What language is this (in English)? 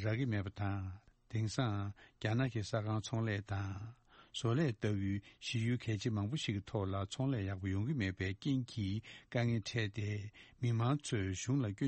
Tibetan